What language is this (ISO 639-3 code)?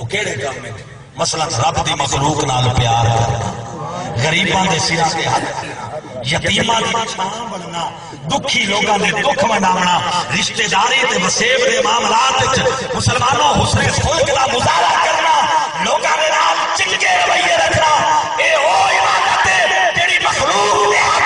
skr